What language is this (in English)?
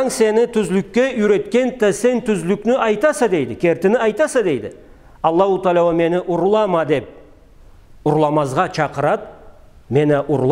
Karachay-Balkar